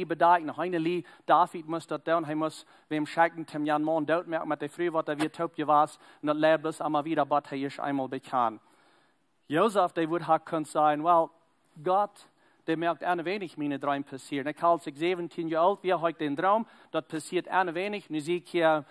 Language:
Plautdietsch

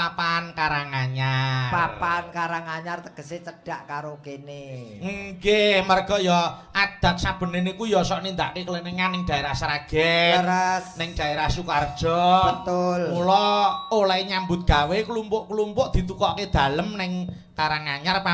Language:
Javanese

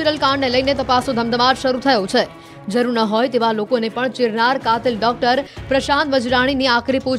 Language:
Gujarati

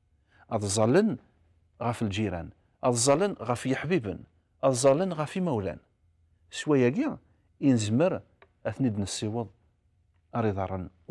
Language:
Kabyle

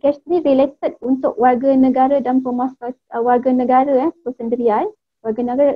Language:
Malay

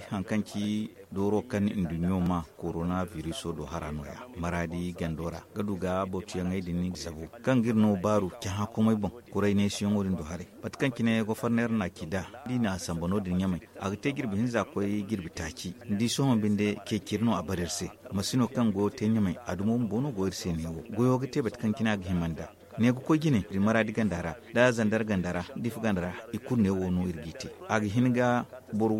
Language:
Zarma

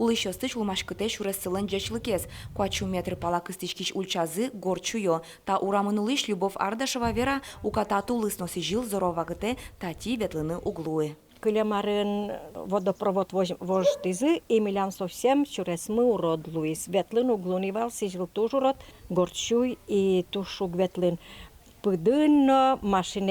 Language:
Udmurt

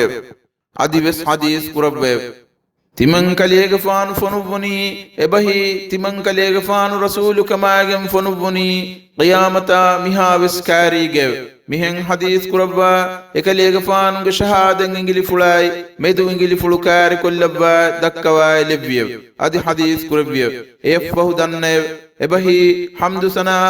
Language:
Divehi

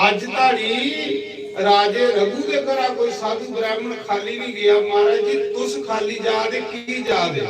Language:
Dogri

